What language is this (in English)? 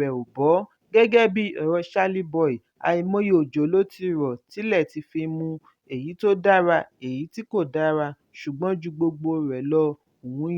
Yoruba